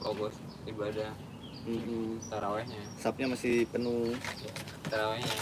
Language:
Betawi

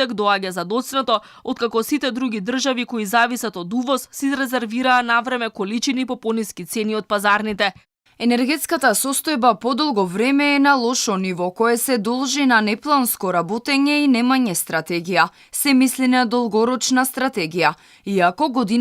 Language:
Macedonian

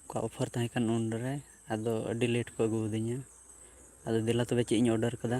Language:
Santali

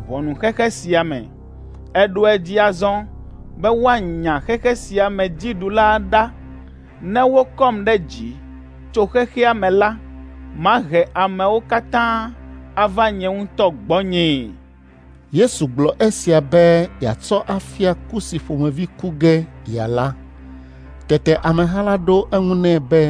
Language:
Ewe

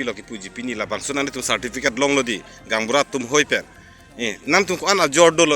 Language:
Karbi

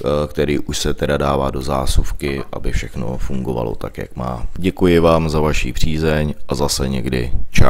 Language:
Czech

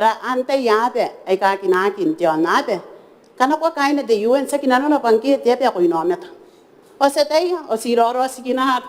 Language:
Gilbertese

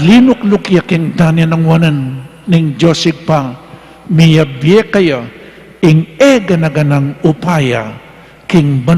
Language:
Pampanga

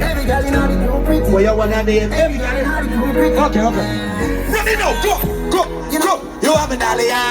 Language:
Jamaican Creole English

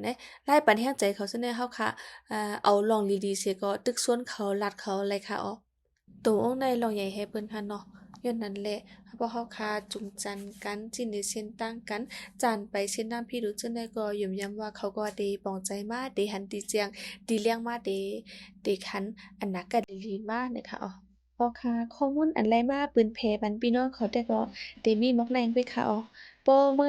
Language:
Shan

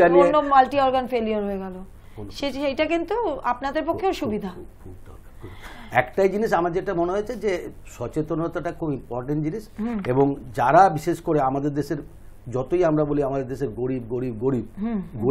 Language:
Bangla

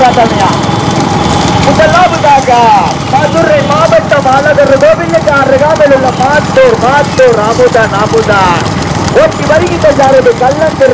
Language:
Tamil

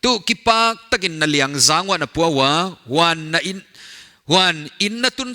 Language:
Paite Chin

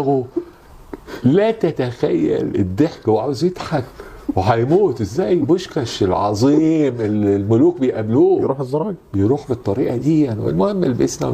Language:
Egyptian Arabic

